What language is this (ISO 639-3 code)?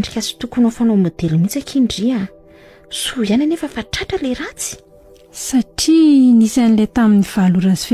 mlg